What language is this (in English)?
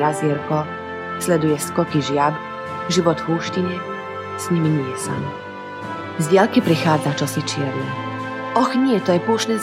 Slovak